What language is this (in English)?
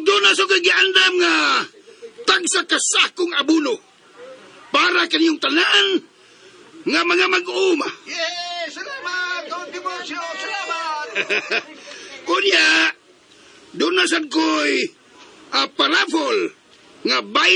Cebuano